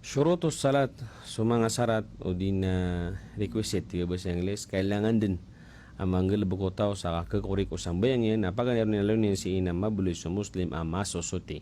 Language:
Maranao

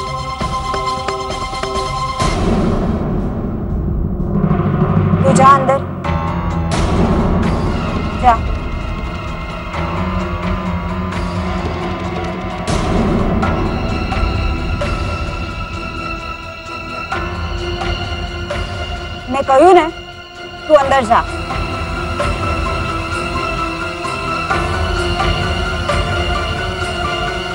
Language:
Gujarati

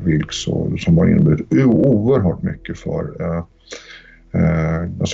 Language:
Swedish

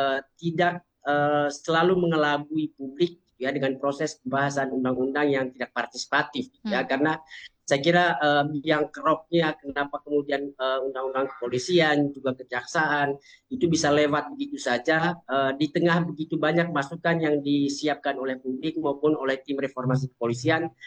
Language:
Indonesian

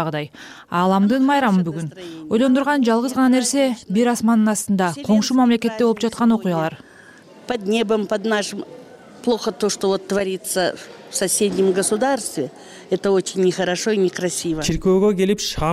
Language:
Kyrgyz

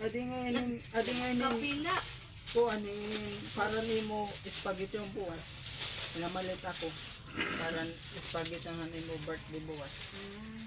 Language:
Waray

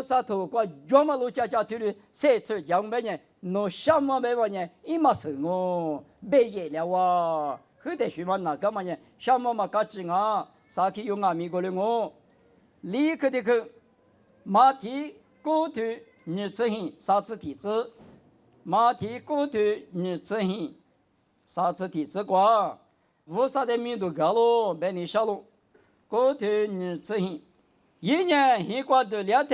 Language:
Lisu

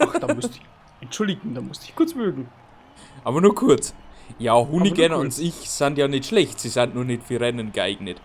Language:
Bavarian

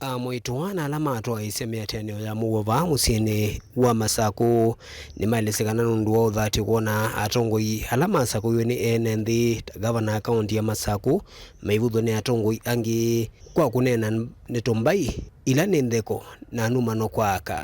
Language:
Kamba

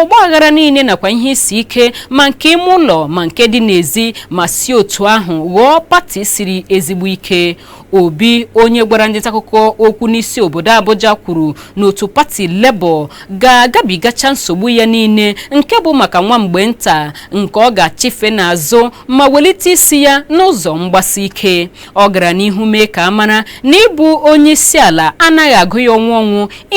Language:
Igbo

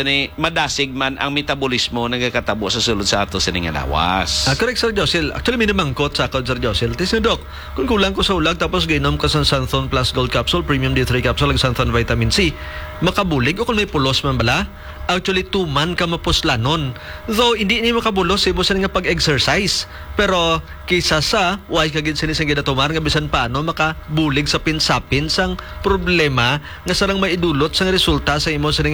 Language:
Hiligaynon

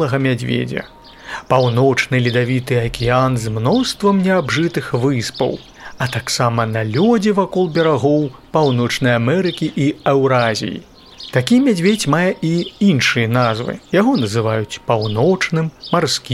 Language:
Belarusian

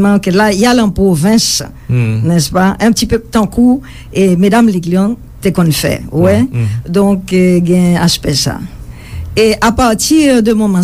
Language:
Haitian Creole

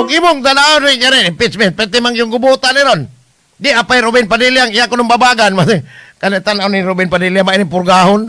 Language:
Cebuano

